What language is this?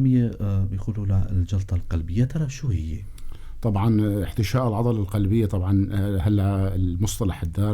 North Levantine Arabic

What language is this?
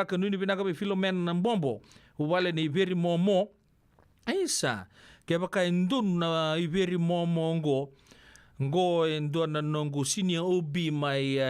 Fijian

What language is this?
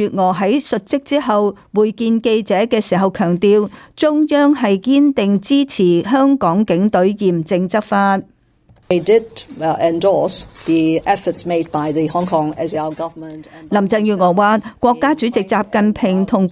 Cantonese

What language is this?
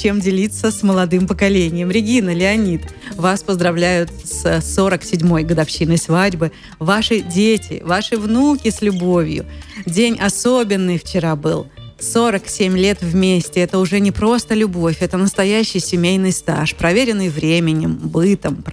Russian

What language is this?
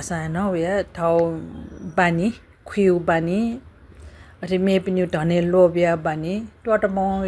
Newari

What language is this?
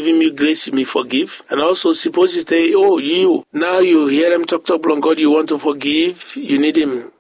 Bislama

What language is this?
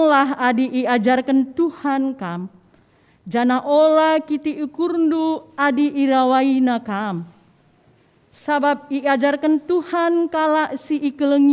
Batak Karo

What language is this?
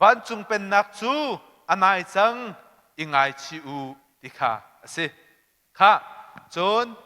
Hakha Chin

